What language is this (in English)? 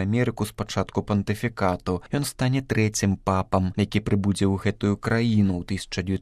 Belarusian